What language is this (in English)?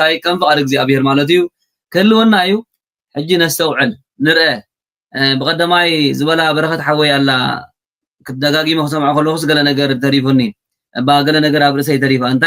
Tigrinya